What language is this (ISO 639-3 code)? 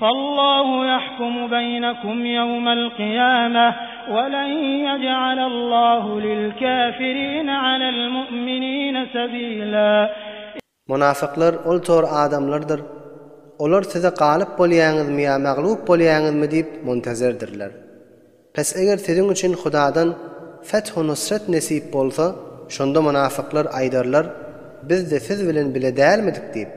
tuk